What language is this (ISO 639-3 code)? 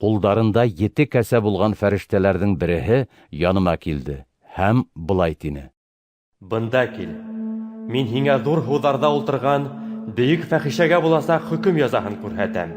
bak